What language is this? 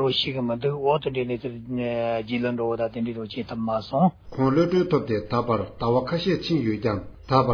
Tibetan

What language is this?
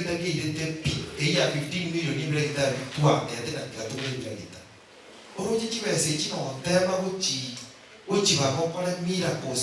Gusii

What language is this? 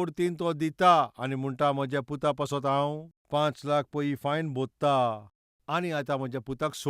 Konkani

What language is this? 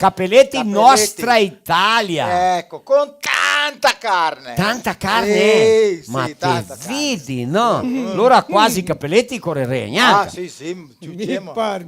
Venetian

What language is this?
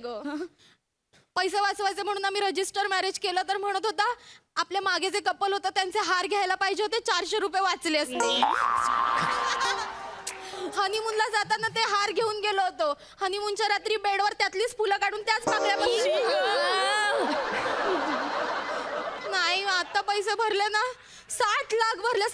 Marathi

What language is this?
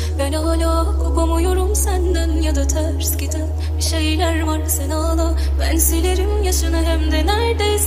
Turkish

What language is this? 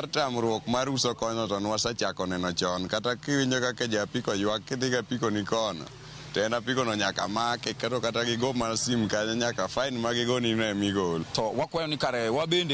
Luo (Kenya and Tanzania)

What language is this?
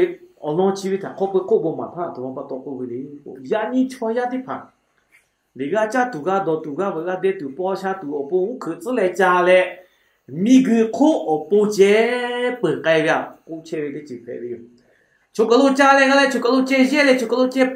Lahu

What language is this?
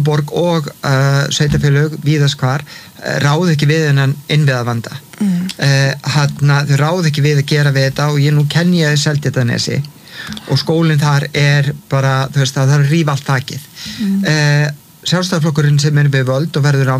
Icelandic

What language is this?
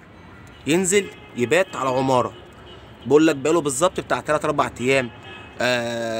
Egyptian Arabic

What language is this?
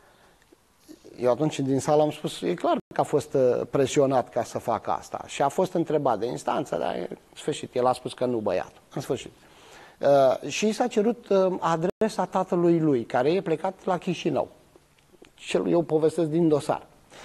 Romanian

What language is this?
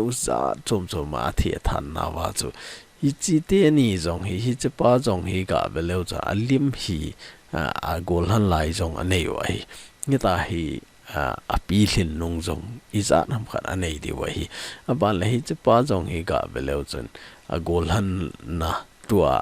Thado Chin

